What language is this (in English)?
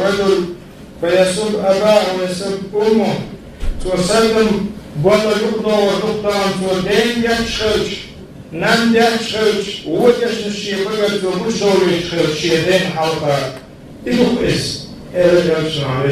Chechen